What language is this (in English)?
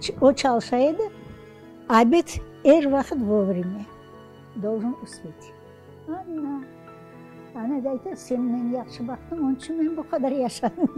Crimean Tatar